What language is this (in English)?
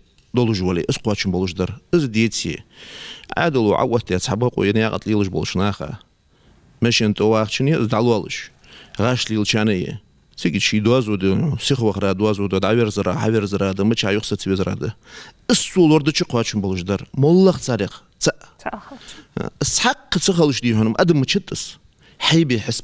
Ingush